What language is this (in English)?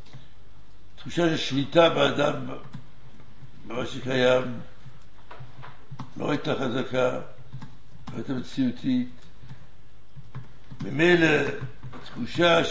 Hebrew